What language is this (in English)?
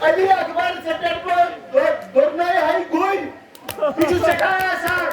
Kashmiri